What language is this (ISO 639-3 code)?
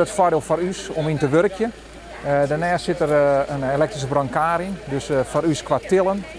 fry